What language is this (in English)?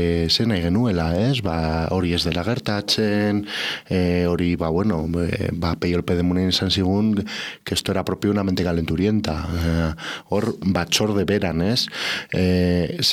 Basque